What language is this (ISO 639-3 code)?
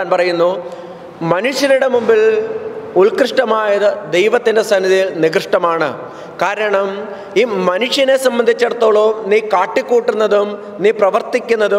mal